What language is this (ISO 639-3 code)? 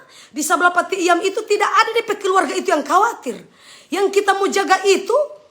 xmm